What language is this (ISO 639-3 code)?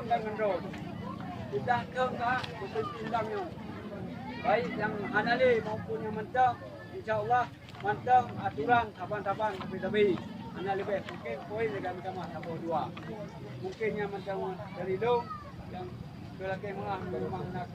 ace